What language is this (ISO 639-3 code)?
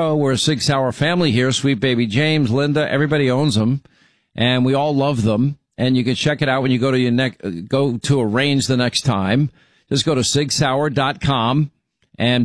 eng